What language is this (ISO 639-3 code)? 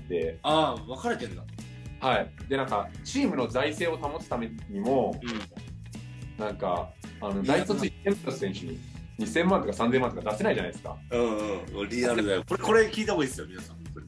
jpn